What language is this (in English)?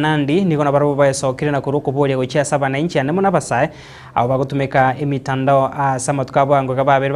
Gusii